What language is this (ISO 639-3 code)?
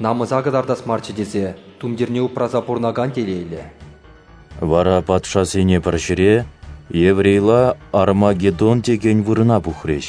chv